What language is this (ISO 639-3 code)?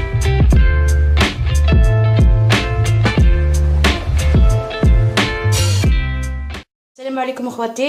arq